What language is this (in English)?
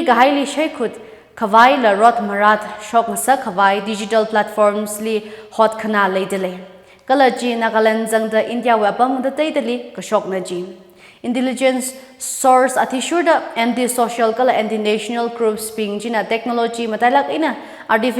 Tangkhul Naga (India)